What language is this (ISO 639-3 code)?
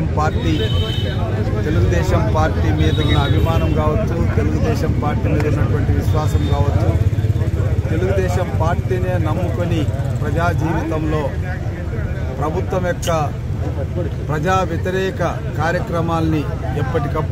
tel